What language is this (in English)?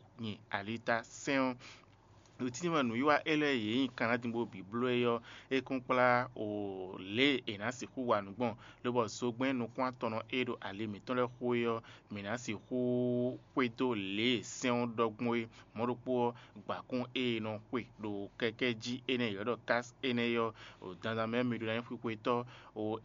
Fon